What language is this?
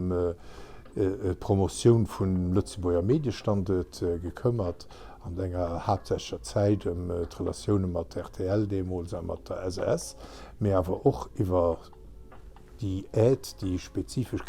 Luxembourgish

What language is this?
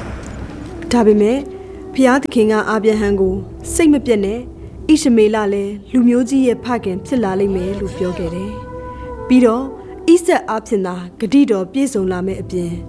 Burmese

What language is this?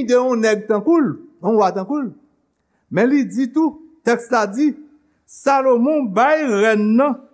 Haitian Creole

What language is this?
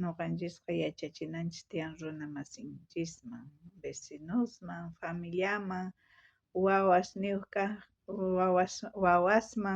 South Bolivian Quechua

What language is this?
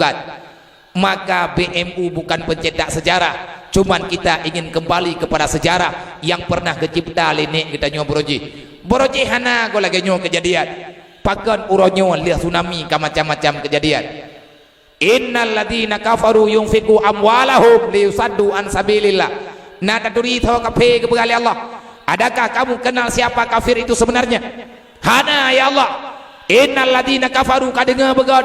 Achinese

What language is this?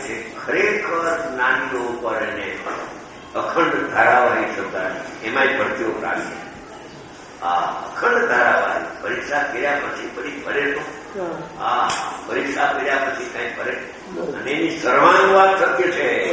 Gujarati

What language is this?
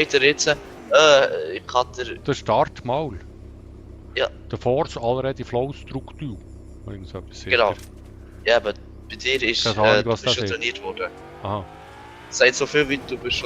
Swiss German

